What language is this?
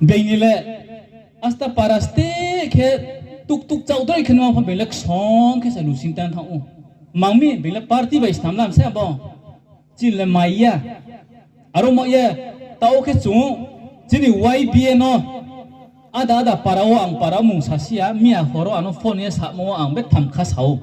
Riang (India)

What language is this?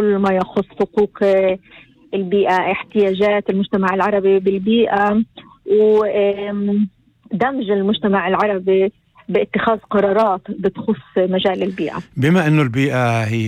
North Levantine Arabic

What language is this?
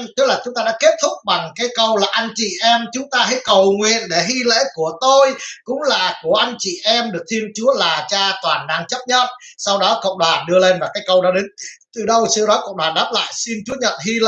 Vietnamese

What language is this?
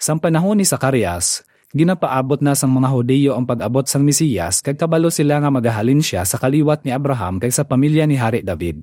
Hiligaynon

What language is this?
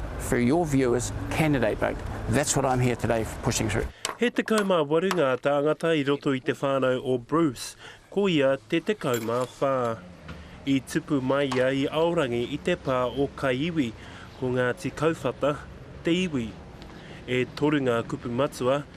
Māori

